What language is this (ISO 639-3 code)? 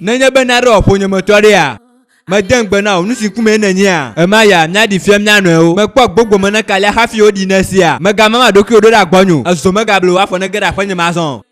ewe